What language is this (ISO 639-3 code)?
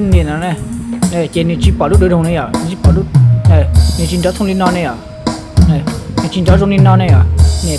hmn